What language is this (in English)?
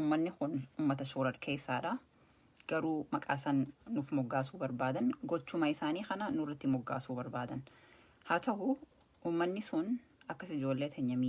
Oromo